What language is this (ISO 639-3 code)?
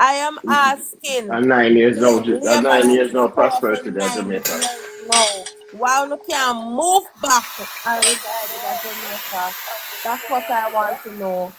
jam